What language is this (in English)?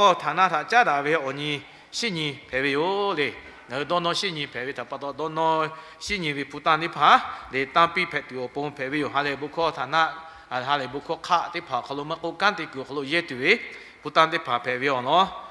Lahu